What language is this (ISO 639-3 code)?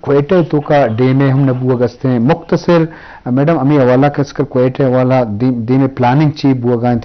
bgp